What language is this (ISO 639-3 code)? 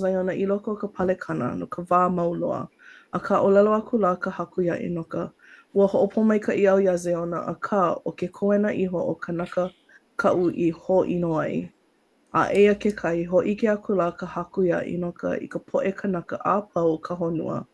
haw